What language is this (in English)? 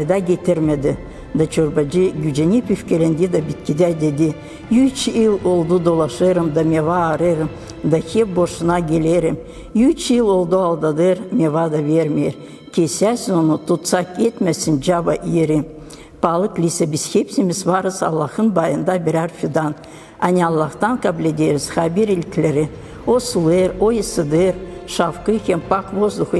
Gagauz